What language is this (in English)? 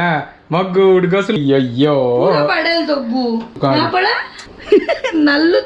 Konkani